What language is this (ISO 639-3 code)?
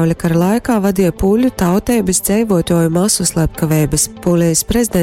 ltg